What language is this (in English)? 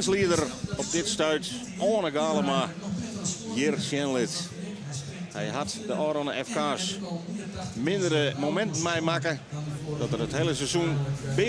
Western Frisian